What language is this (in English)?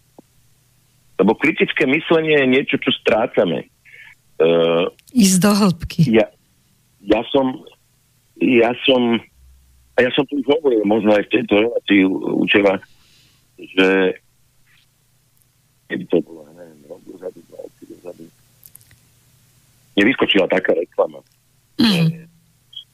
Slovak